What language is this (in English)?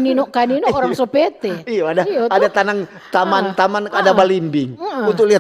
Manado Malay